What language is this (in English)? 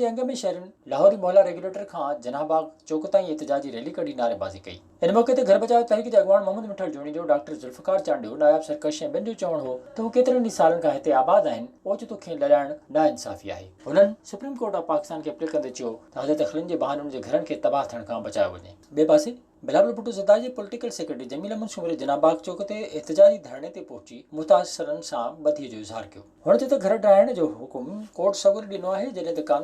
Sindhi